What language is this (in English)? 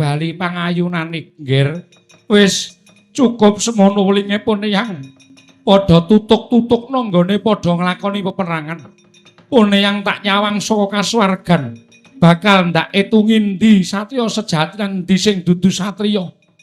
Javanese